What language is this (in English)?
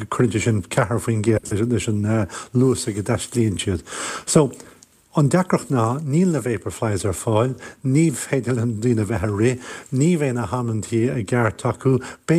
Irish